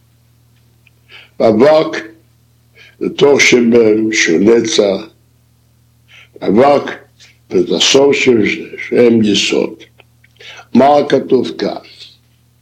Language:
Hebrew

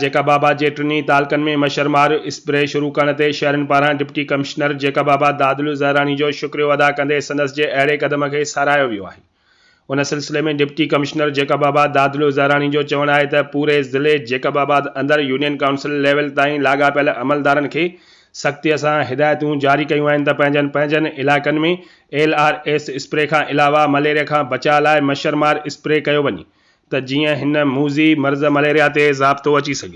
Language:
Sindhi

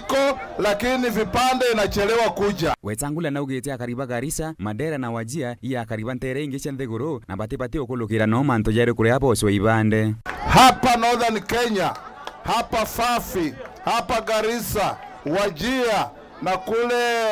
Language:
Meru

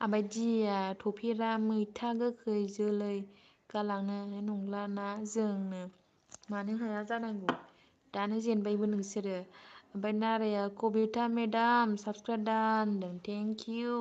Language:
Bodo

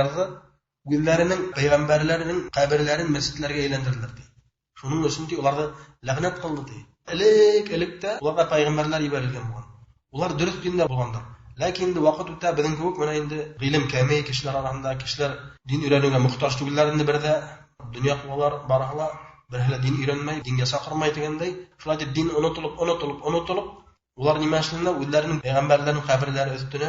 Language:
Bashkir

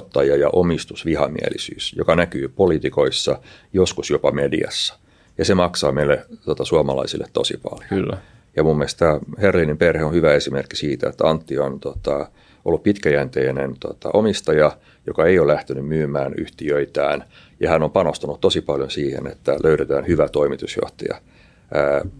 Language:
Finnish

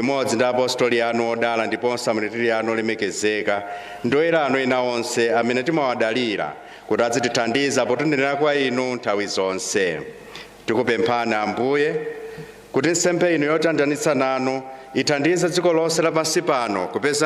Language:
Nyanja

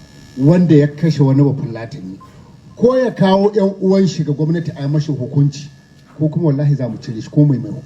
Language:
Hausa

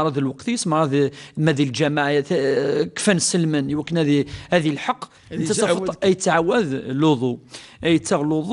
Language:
Kabyle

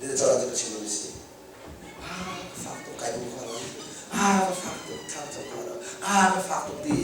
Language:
Hakha Chin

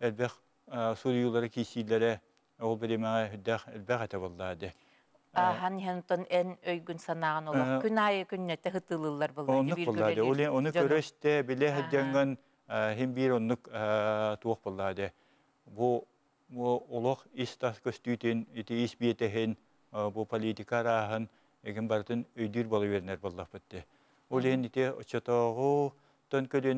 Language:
Yakut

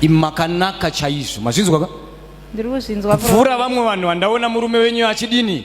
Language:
Shona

